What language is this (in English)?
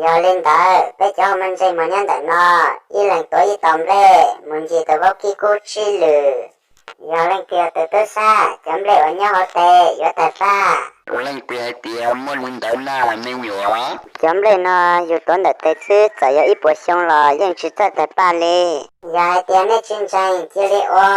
Hmong